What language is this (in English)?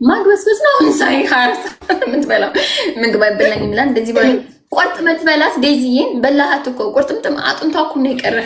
Amharic